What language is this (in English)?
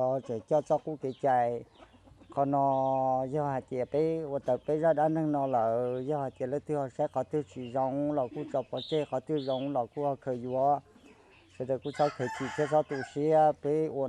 Hmong